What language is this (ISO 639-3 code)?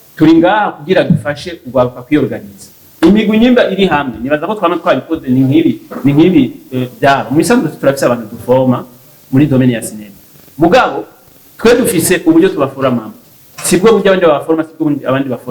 run